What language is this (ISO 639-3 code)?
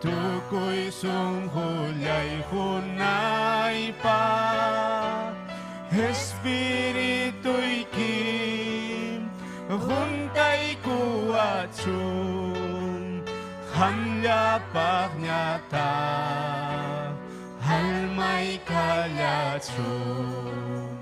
quy